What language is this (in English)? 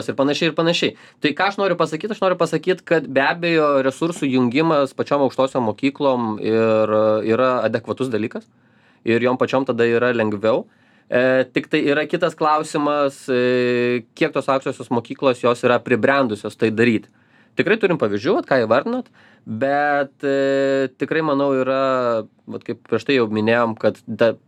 Lithuanian